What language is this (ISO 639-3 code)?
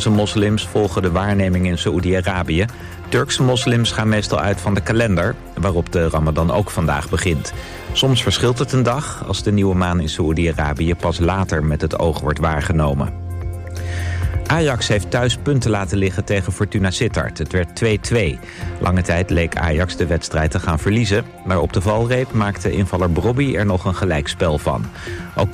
nld